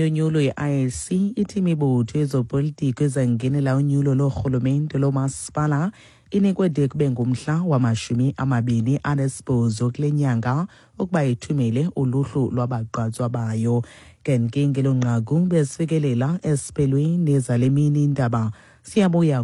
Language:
Xhosa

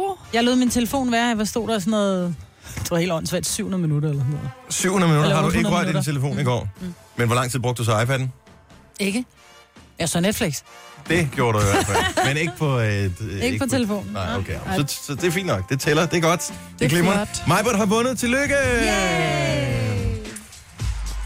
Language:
Danish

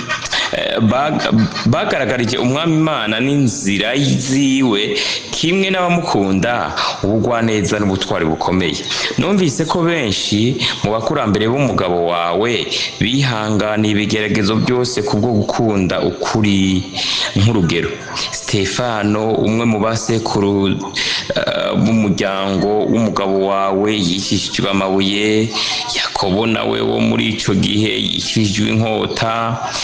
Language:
Rundi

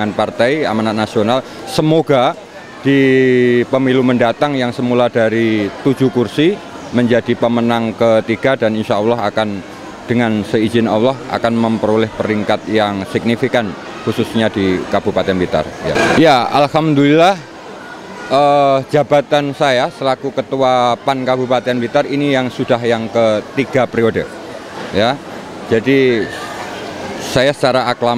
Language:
Indonesian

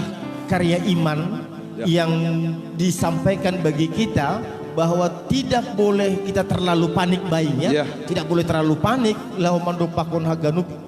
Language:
Batak Simalungun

